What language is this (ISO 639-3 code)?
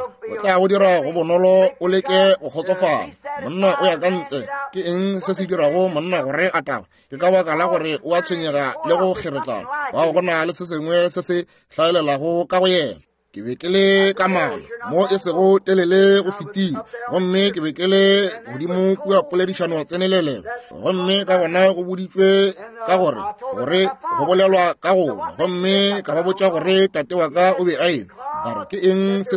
nso